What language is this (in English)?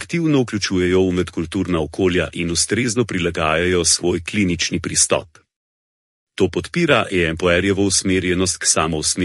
Slovenian